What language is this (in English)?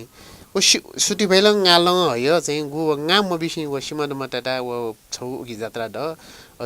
Newari